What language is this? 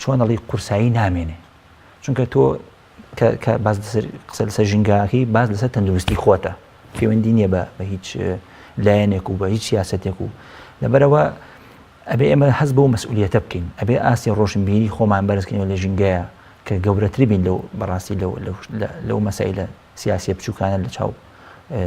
Central Kurdish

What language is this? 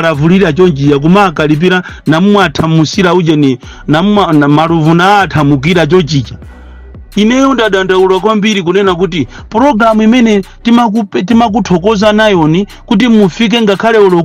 Nyanja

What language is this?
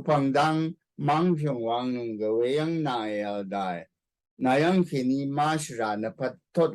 Rawang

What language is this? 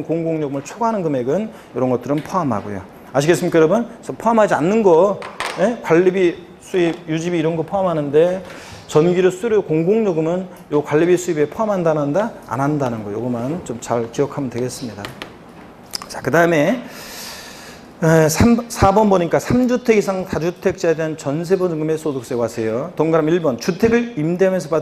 Korean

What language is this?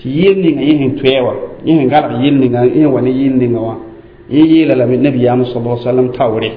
Mossi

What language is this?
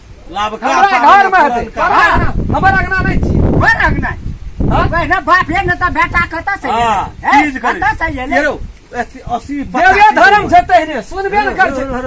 Maithili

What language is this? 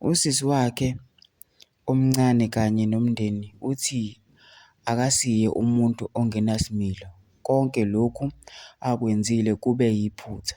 Zulu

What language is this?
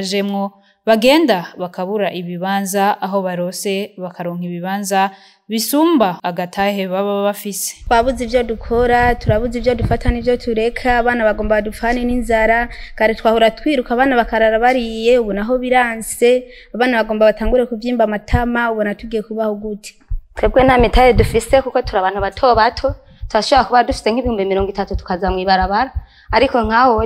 Rundi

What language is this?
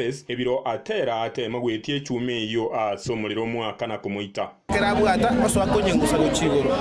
Gusii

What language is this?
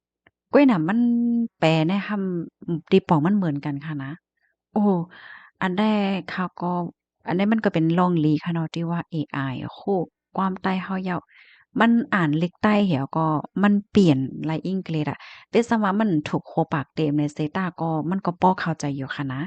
Shan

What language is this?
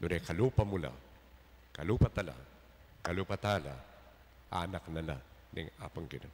Pampanga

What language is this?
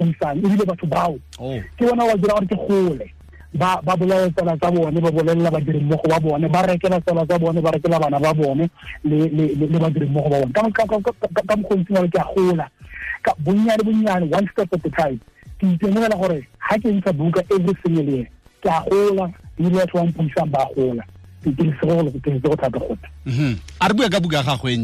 Tswana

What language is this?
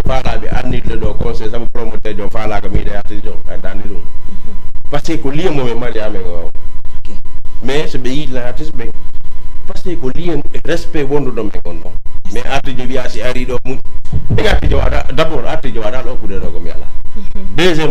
Fula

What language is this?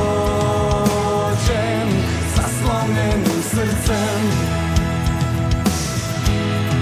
Serbian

